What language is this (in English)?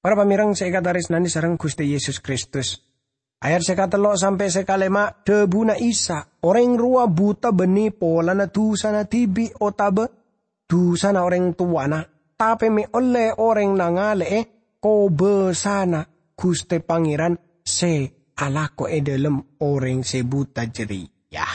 Madurese